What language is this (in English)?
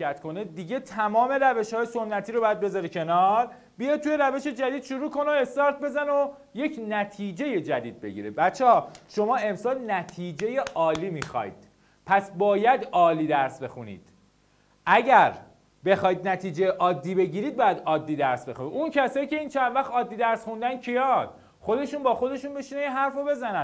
Persian